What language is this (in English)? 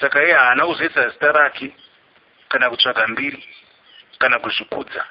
Shona